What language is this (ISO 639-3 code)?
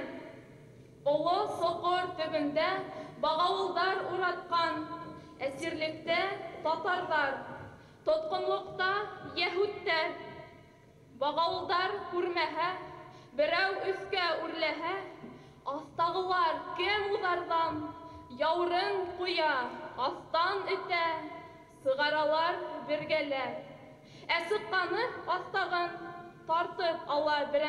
bak